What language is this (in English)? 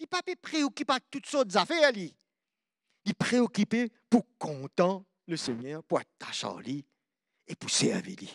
Morisyen